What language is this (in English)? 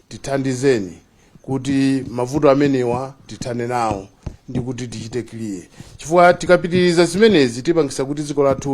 Nyanja